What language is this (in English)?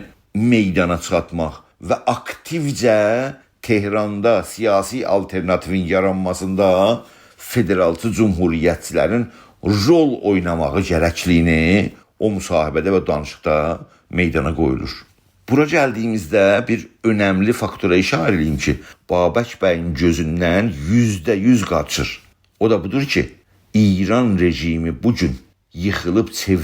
South Azerbaijani